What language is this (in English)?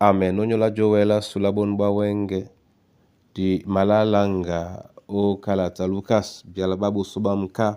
Duala